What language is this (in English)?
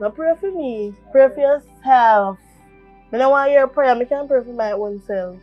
Jamaican Creole English